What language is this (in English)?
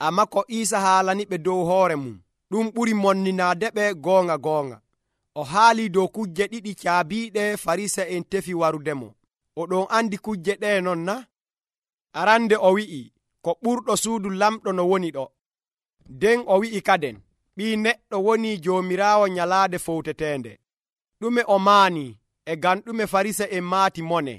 Nigerian Fulfulde